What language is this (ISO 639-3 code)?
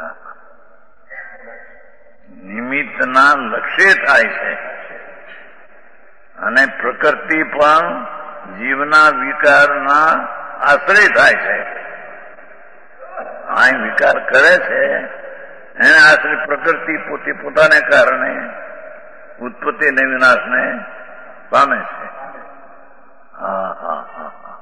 guj